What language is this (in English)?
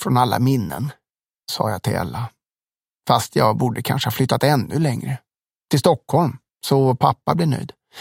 Swedish